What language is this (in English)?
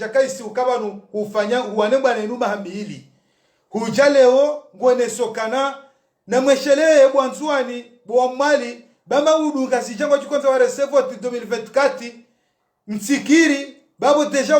Ngazidja Comorian